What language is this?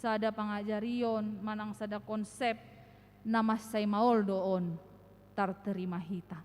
Batak Toba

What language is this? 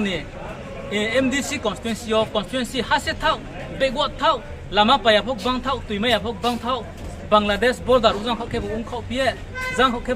Riang (India)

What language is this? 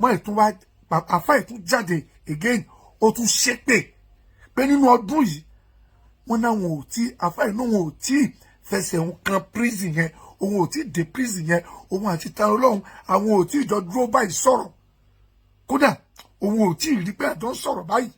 Yoruba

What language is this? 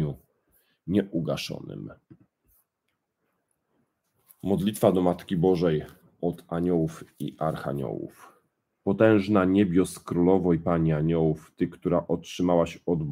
Polish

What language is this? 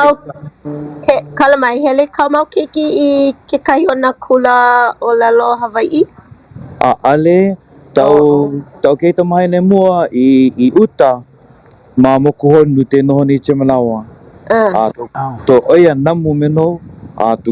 Hawaiian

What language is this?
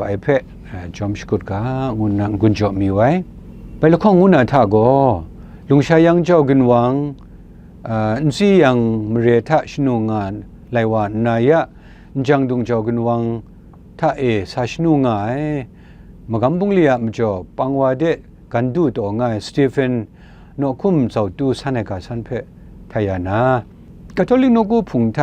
Kachin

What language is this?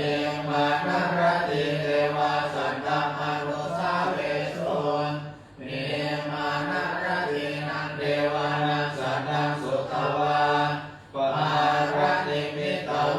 Pali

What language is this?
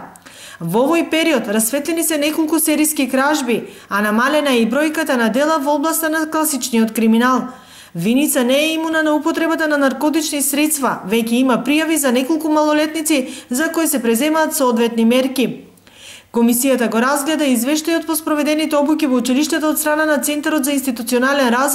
Macedonian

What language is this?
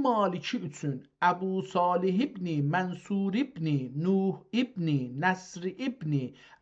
South Azerbaijani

